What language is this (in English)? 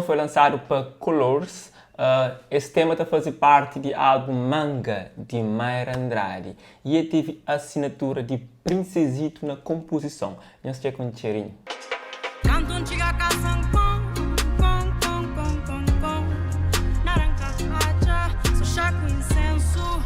Kabuverdianu